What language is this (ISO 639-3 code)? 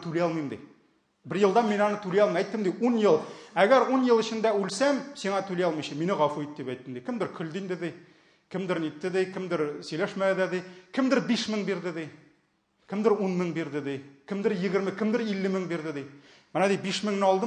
tat